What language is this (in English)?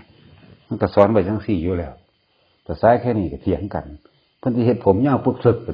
Northeastern Thai